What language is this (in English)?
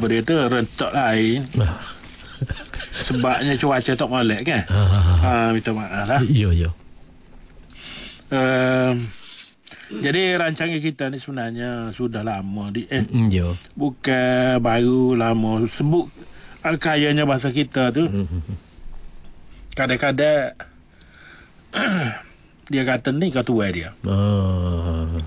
Malay